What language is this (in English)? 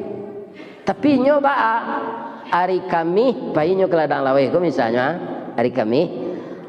Minangkabau